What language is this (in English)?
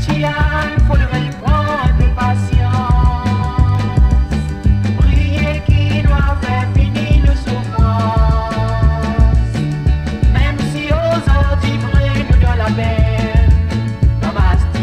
Morisyen